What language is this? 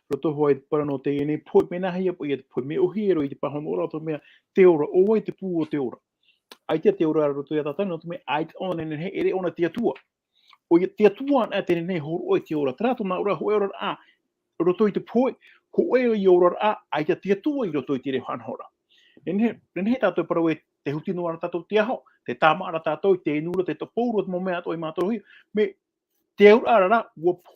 Tahitian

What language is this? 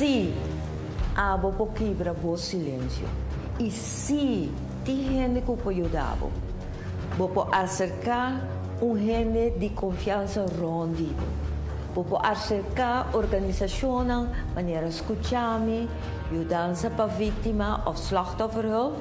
Papiamento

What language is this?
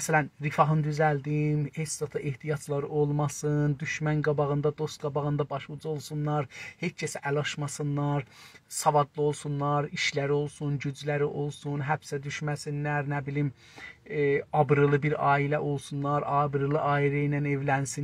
South Azerbaijani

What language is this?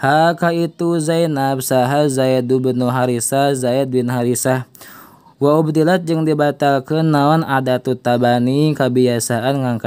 Sundanese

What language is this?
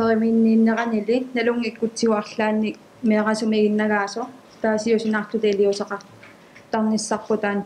Kalaallisut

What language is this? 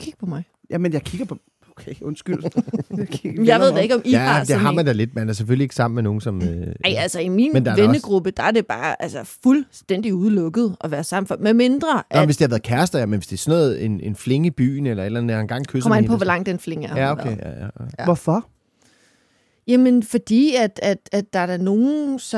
Danish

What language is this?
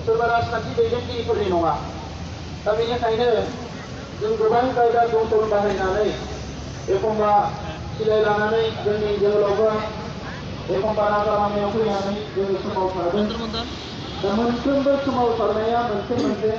Bodo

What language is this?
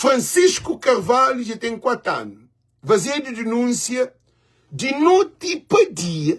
Kabuverdianu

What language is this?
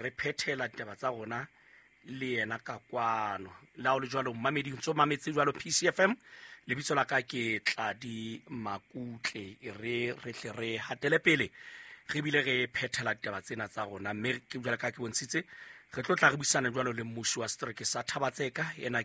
Southern Sotho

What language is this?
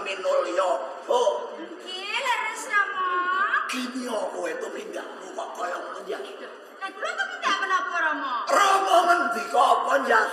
Javanese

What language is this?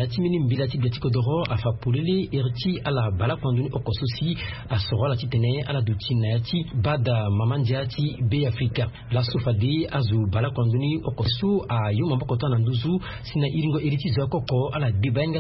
Sango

